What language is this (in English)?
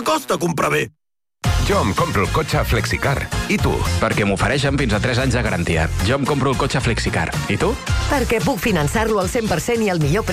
Catalan